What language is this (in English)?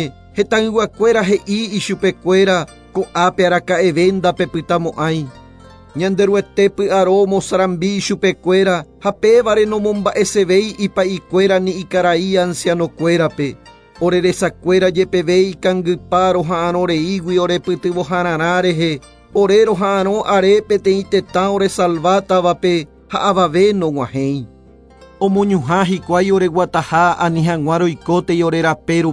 Guarani